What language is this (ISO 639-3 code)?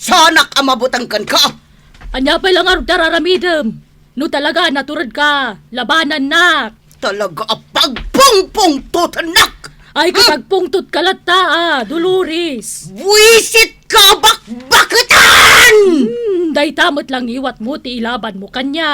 ilo